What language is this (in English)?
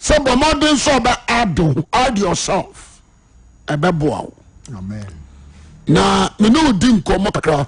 Akan